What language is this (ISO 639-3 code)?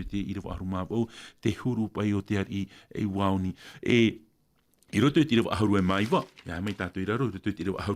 tah